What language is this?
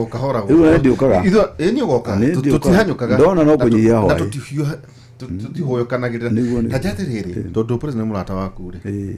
Kikuyu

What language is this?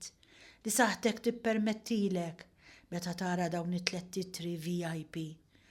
Maltese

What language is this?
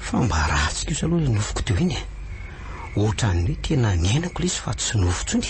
Malagasy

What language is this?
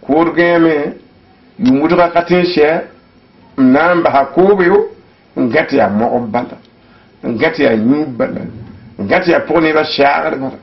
Mossi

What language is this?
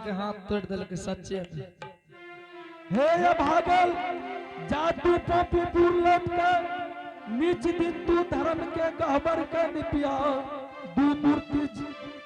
Angika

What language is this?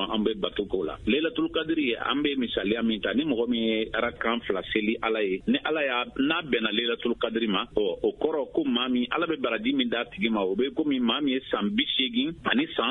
Bambara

